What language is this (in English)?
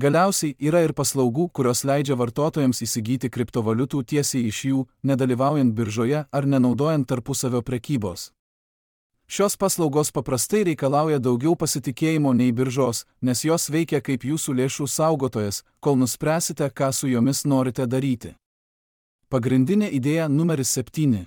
Lithuanian